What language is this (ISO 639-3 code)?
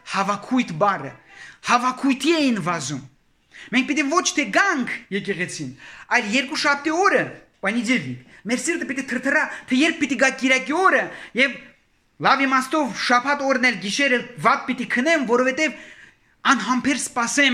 hye